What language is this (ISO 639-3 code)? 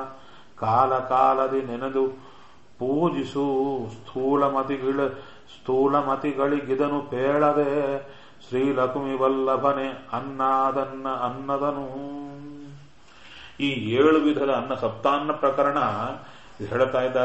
kan